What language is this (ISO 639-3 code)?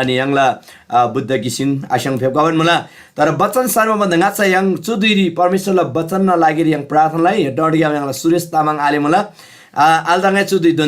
taj